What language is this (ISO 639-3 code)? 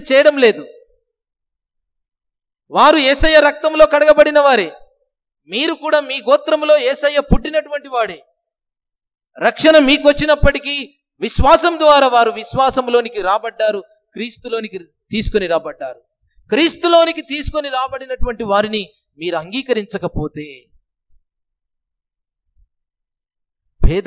tel